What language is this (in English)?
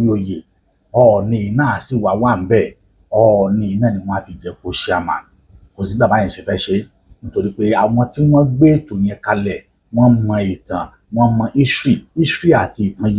Yoruba